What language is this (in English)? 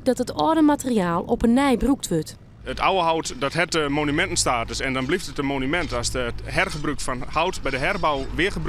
Western Frisian